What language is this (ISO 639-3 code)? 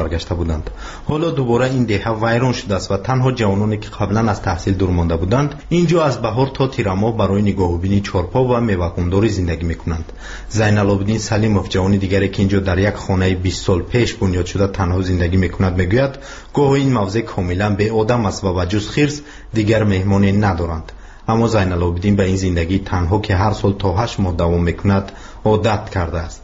tgk